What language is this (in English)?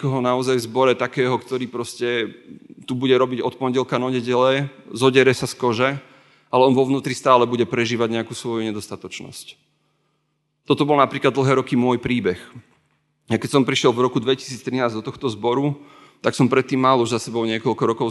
Slovak